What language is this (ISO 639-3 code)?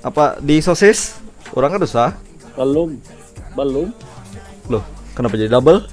bjn